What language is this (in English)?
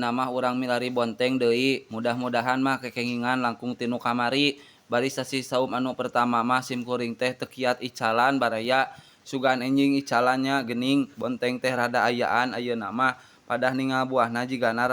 Sundanese